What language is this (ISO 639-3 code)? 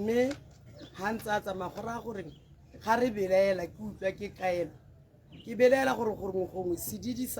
tsn